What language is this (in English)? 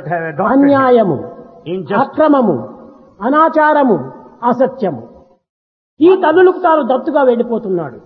Telugu